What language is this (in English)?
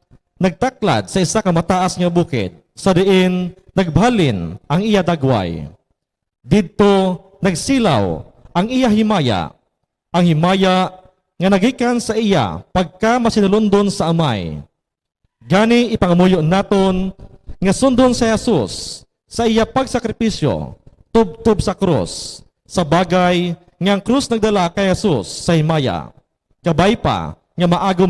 Hiligaynon